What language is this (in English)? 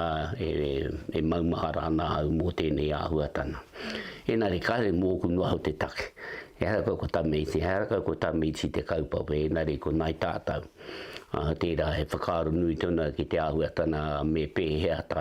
Māori